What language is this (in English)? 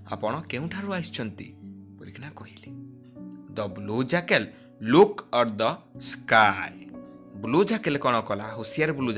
Odia